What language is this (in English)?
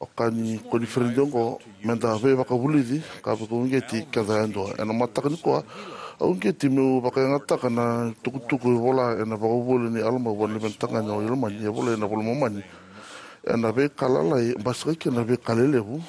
Fijian